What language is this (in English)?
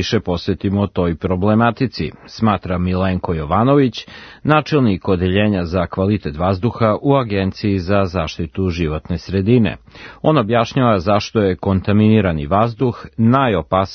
Serbian